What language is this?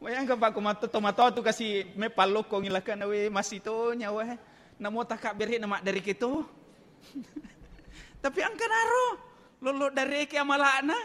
Buginese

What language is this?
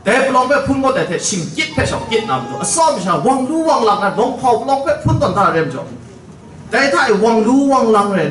Kachin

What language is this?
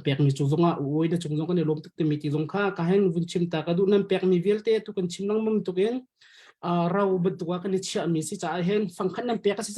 Hakha Chin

